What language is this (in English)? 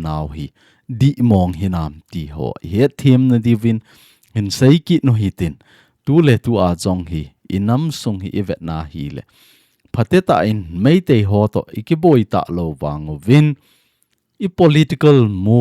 Thado Chin